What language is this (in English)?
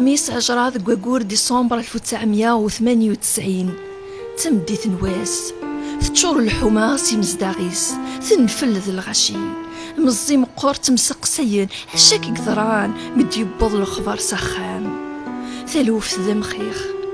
Kabyle